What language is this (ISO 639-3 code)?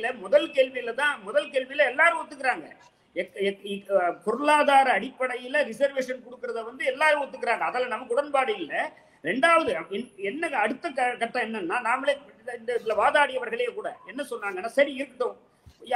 tam